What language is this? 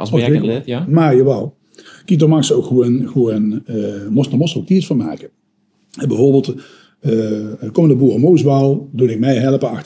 Limburgish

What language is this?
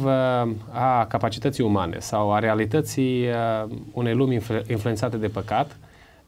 Romanian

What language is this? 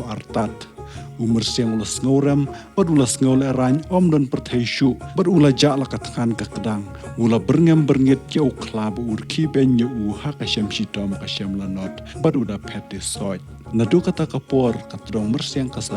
Khasi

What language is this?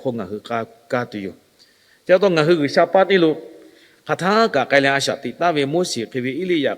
Lahu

